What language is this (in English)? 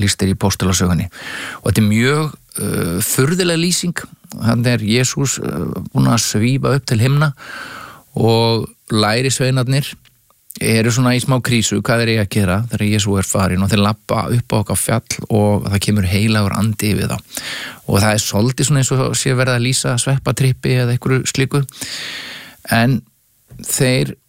Icelandic